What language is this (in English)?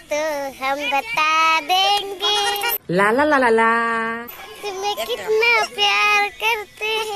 Magahi